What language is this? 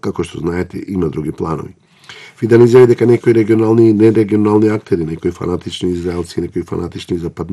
Macedonian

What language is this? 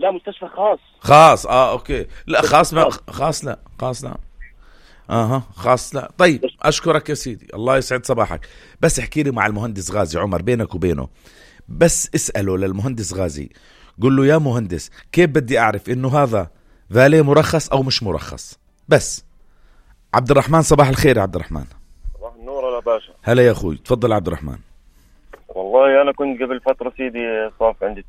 North Levantine Arabic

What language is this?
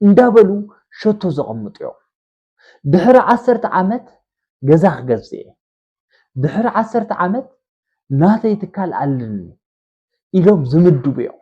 Tigrinya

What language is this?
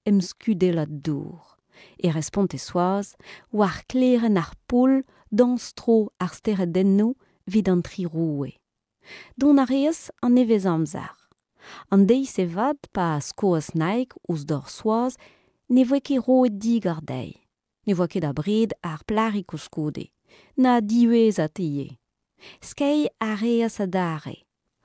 Breton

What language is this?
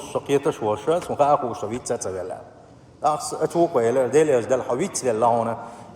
Chechen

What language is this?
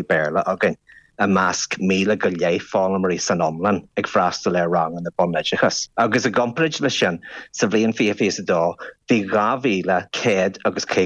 Irish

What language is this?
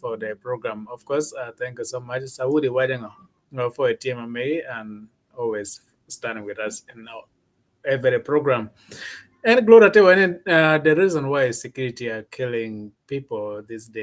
Acoli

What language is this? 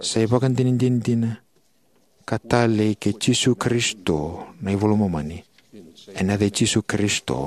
Fijian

